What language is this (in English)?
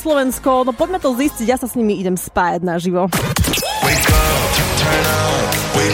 Slovak